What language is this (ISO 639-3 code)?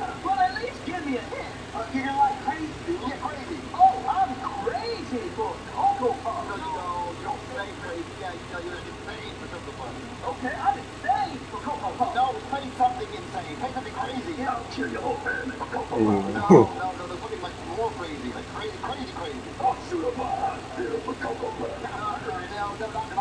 eng